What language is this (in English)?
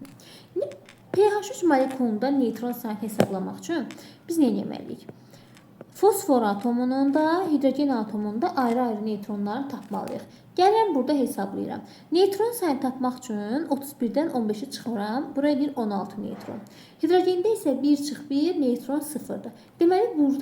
Azerbaijani